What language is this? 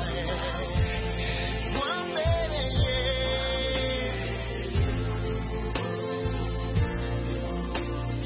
Kinyarwanda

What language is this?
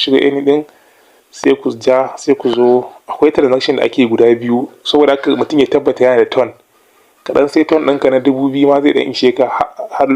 Hausa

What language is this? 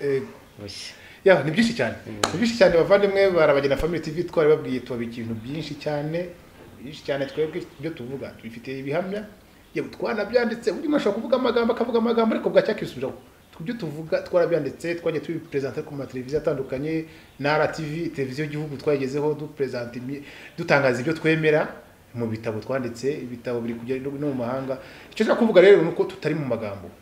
Kinyarwanda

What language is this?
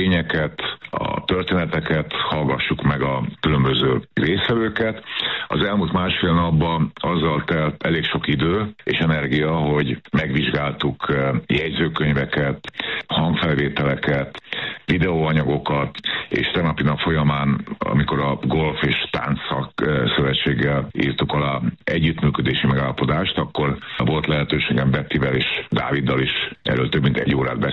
Hungarian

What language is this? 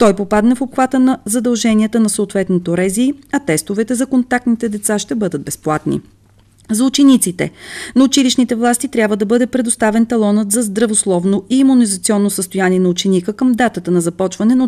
Bulgarian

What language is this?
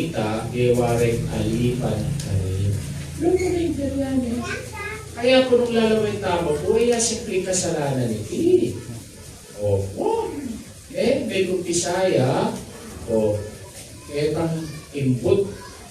Pampanga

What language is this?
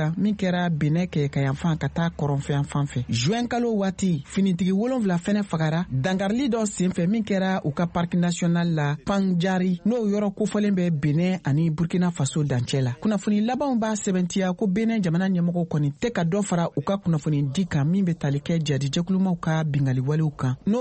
Bambara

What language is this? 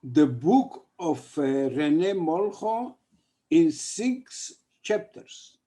Ladino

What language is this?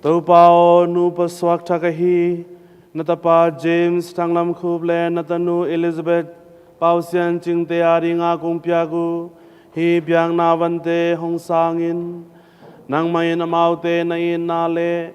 Tedim Chin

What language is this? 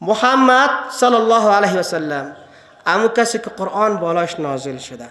Persian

